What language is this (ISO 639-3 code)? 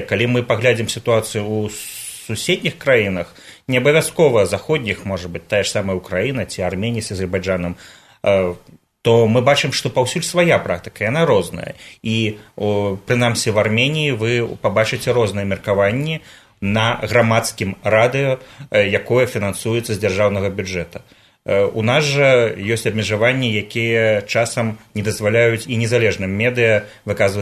bel